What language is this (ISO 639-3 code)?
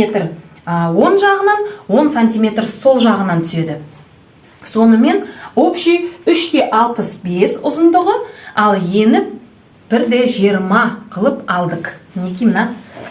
kaz